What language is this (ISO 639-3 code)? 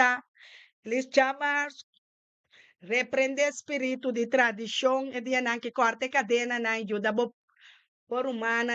pap